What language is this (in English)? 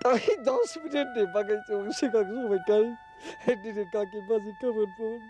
Kok Borok